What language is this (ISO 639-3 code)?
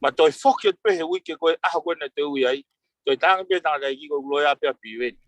ton